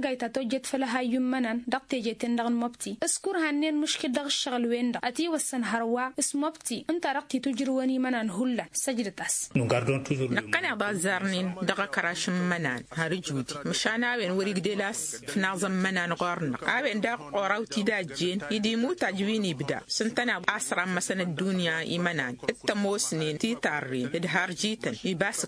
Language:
Tamasheq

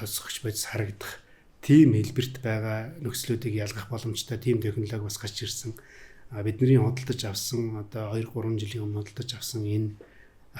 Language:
Mongolian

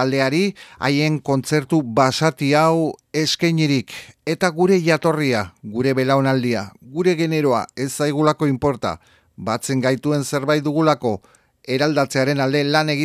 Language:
Basque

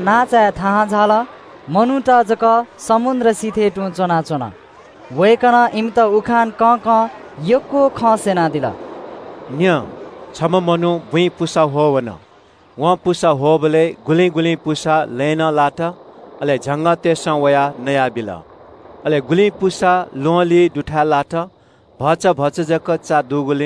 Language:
Newari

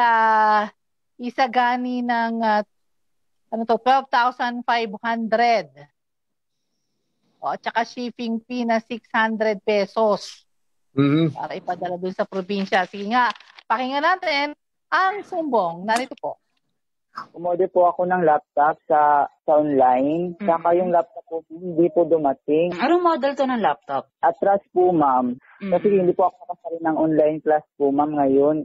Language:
Filipino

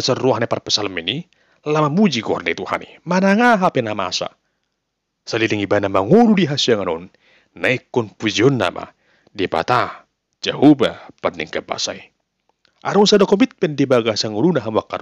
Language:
Batak Toba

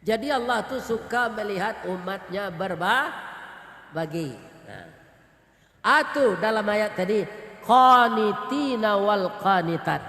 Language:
Minangkabau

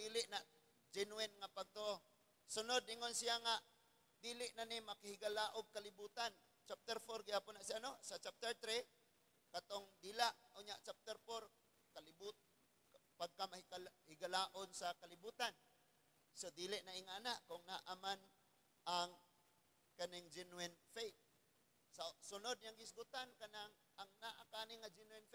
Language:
Cebuano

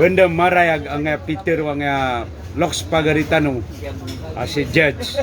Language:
Maranao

